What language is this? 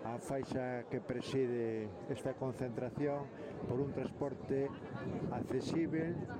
Galician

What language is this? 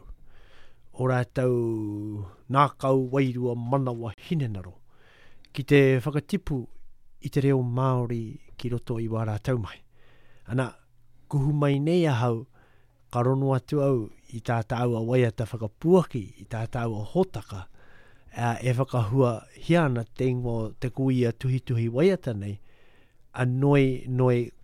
Māori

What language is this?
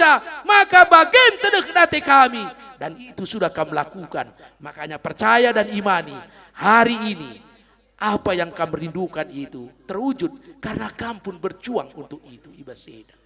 Batak Karo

